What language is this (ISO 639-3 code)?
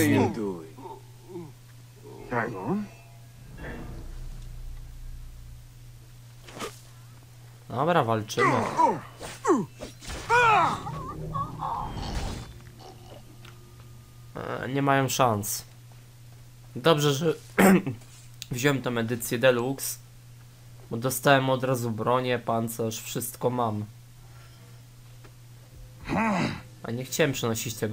pol